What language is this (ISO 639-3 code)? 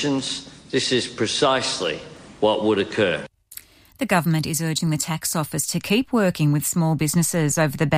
eng